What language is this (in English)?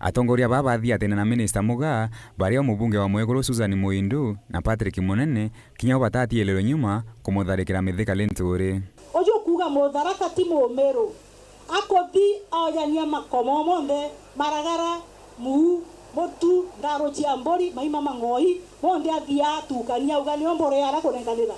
Meru